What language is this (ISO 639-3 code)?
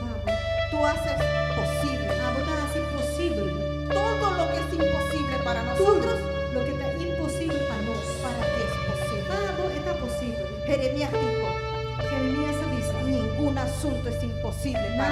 pap